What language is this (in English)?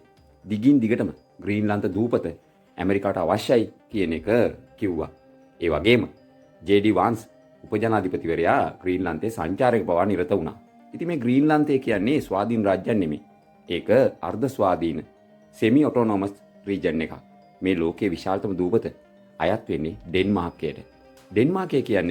Sinhala